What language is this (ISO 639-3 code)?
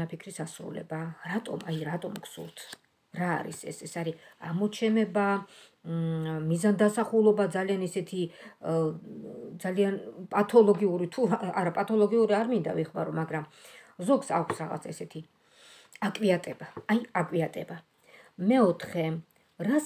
kat